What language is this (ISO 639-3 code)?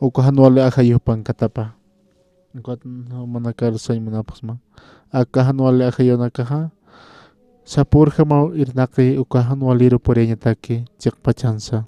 aym